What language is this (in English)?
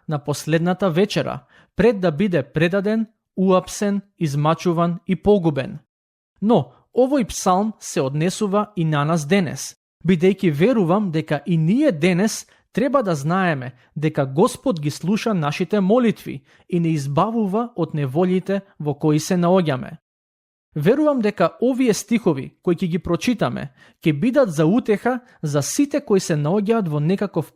Macedonian